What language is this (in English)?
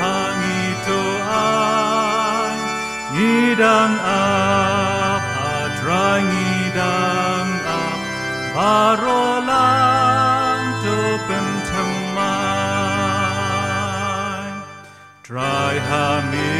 Khasi